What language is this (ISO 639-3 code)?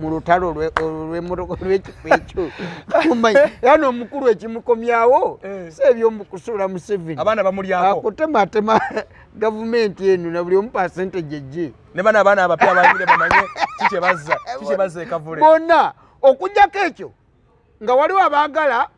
lug